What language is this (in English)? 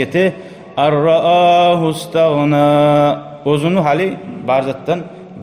Kumyk